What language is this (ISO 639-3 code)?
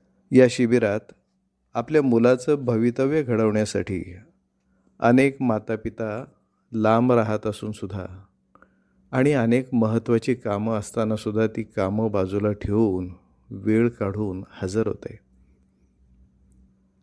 mar